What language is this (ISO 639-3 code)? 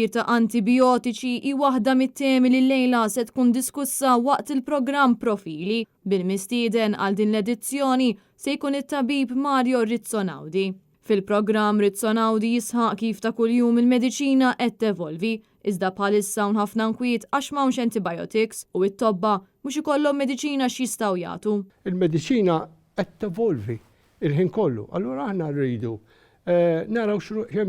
mlt